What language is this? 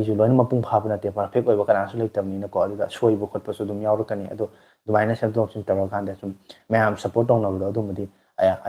Manipuri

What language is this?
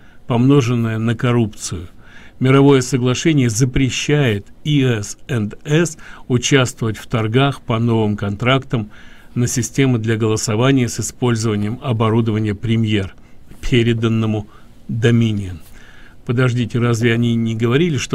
Russian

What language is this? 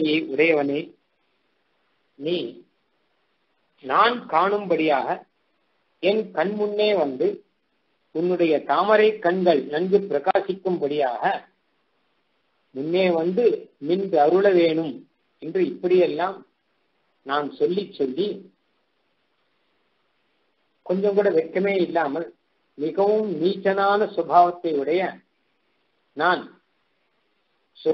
Tamil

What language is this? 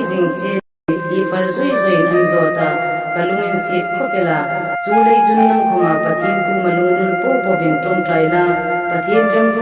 Hmar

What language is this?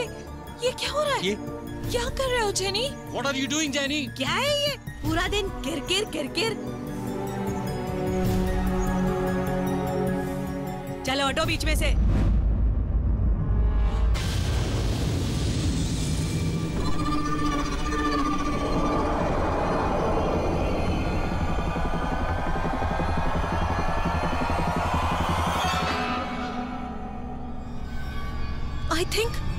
Hindi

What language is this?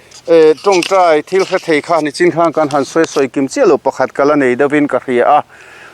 Mizo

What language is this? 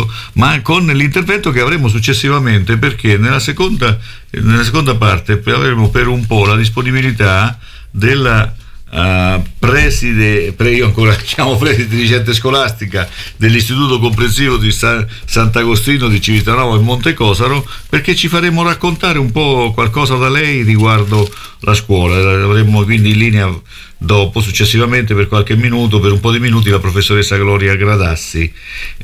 Italian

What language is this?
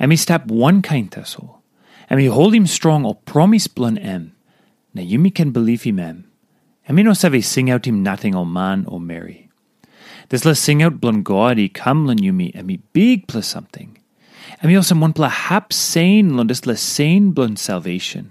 Tok Pisin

